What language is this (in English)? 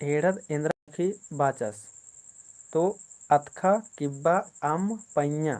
Kurukh